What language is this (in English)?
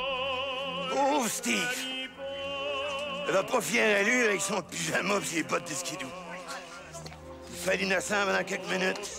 French